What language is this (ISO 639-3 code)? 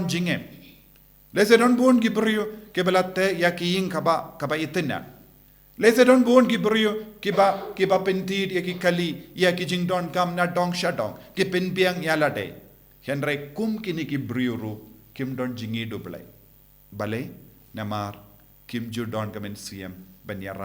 kha